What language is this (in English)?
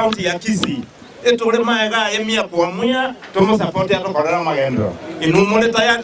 Gusii